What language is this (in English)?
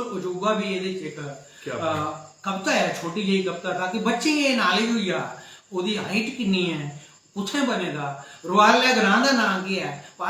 Dogri